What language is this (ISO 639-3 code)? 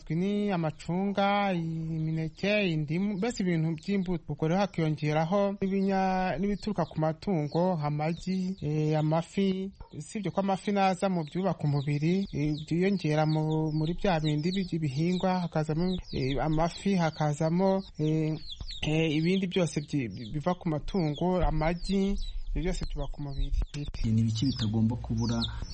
kin